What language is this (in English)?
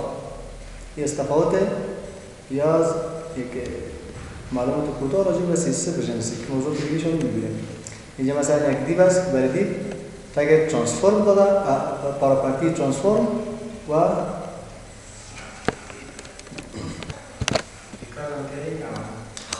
Persian